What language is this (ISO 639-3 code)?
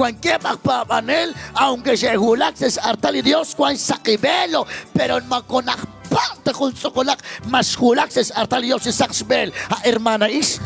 kek